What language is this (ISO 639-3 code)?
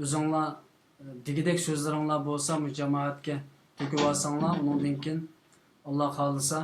uig